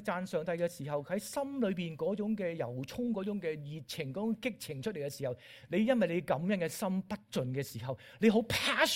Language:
Cantonese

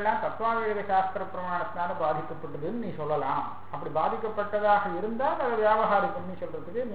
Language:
Tamil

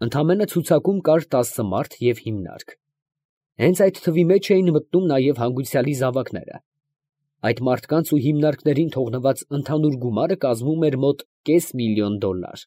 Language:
Armenian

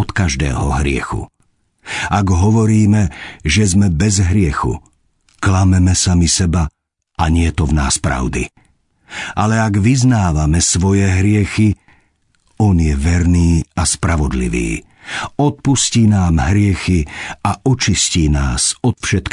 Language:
Slovak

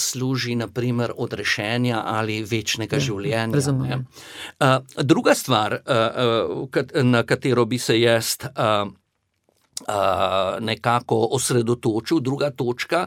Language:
Slovenian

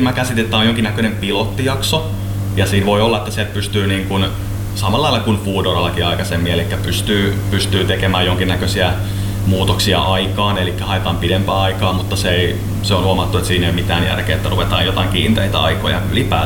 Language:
Finnish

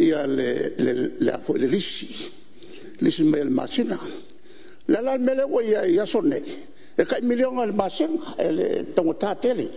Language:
Samoan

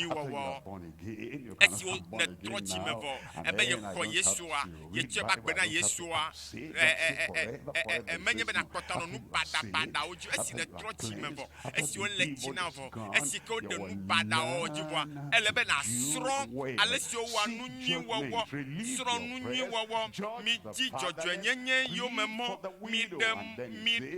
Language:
Ewe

